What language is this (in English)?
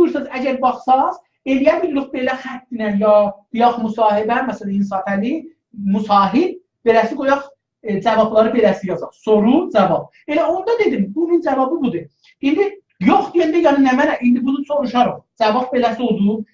South Azerbaijani